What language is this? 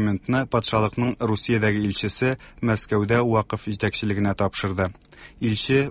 Tatar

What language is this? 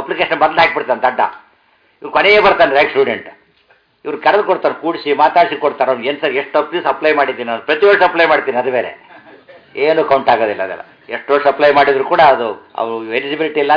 Kannada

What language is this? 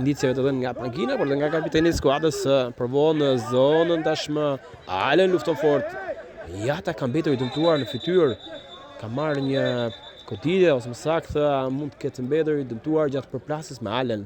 Albanian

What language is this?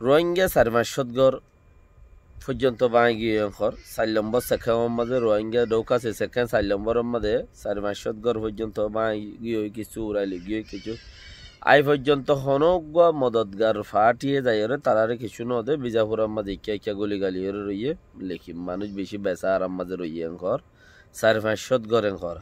Rohingya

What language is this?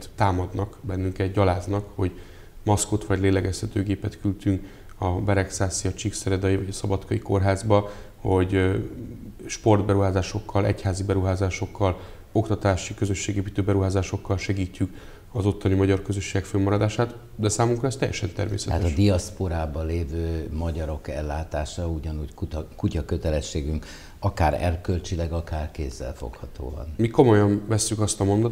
Hungarian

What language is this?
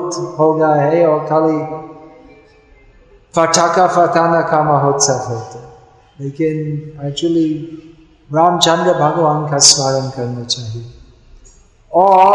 Hindi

